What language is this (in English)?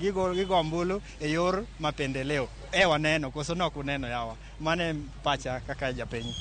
Luo (Kenya and Tanzania)